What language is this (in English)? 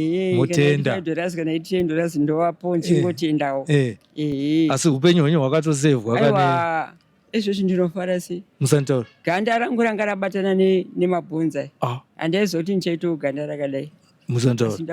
Shona